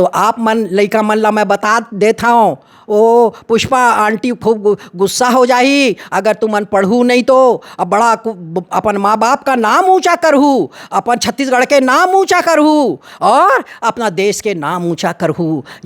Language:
Chhattisgarhi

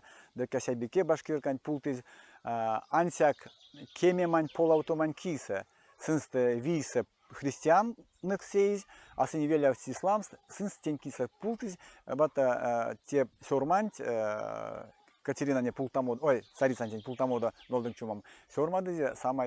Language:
Erzya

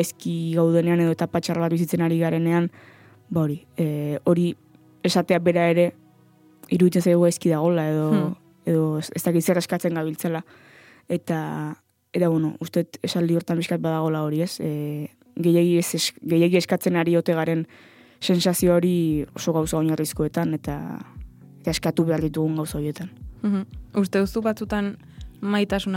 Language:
Basque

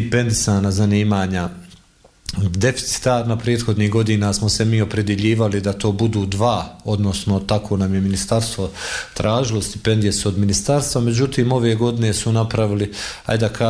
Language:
Bosnian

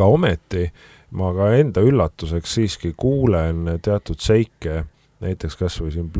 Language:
Estonian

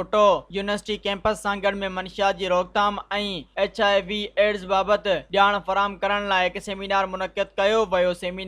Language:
Sindhi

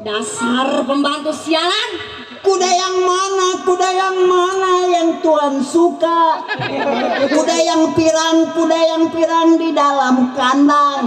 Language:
Betawi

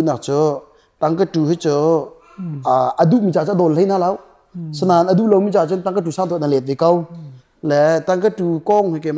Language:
Hakha Chin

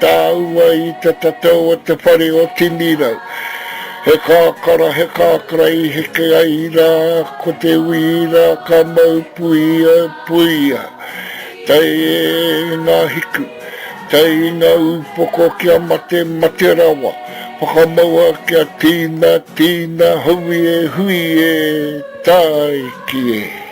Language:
Māori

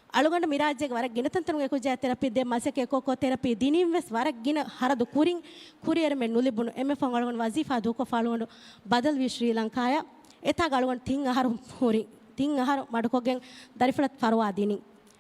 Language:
Divehi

